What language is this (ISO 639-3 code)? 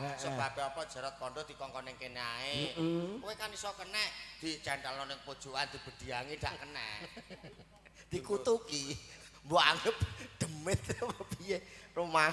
jav